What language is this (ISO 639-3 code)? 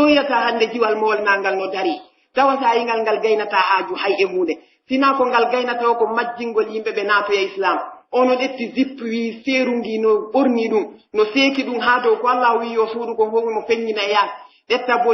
fuf